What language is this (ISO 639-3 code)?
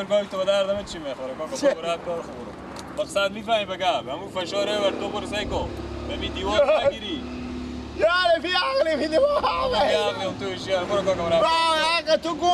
fas